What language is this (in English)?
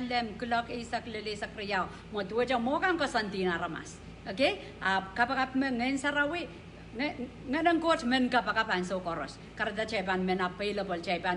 Pohnpeian